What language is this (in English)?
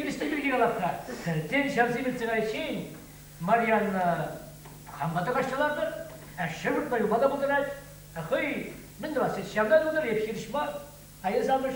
Chuvash